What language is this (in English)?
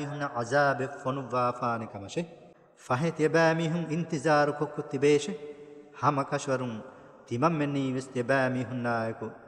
Divehi